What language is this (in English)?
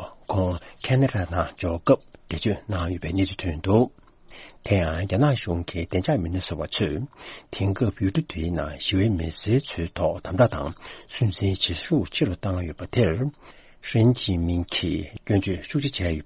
Tibetan